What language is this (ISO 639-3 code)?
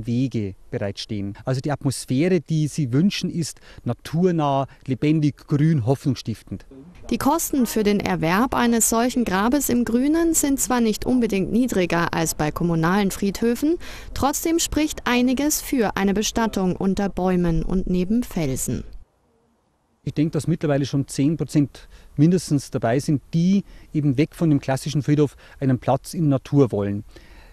deu